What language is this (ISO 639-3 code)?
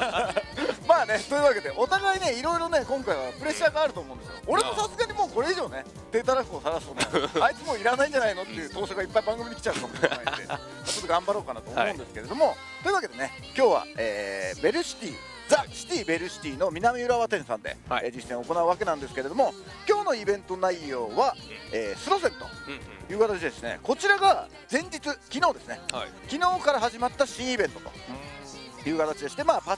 jpn